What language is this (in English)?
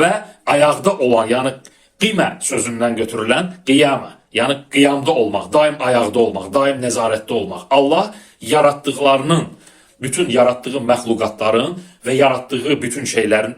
Azerbaijani